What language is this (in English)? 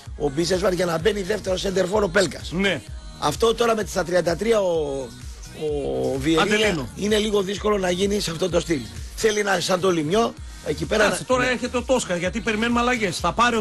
Greek